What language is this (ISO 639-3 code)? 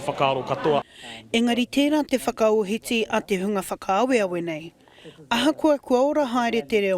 mri